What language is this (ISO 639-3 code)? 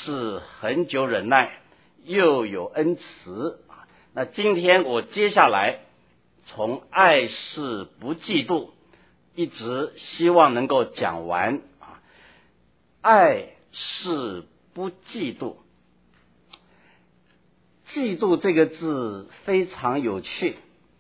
zho